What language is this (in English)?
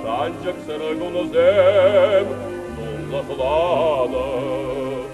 Chuvash